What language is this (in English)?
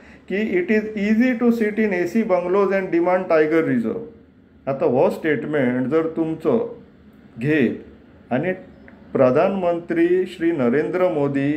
Konkani